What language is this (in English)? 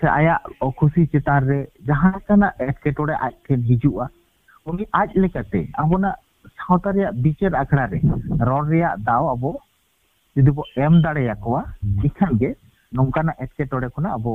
Santali